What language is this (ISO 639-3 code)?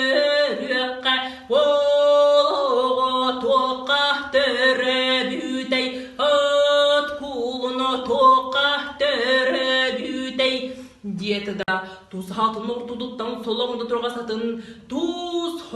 sah